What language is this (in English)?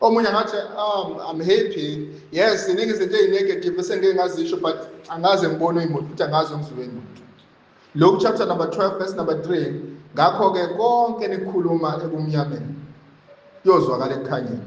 Zulu